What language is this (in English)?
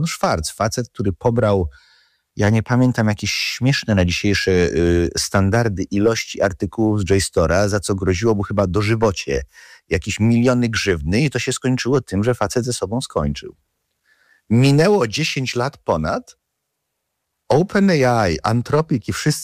Polish